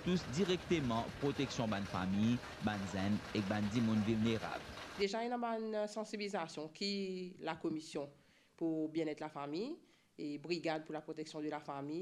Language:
Morisyen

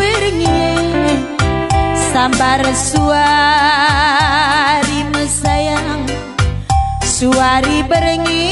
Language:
Batak Karo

